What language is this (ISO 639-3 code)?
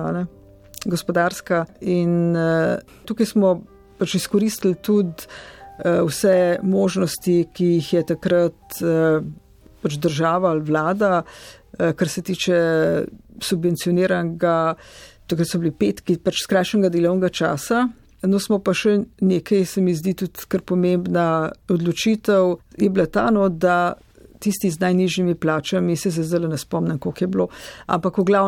slv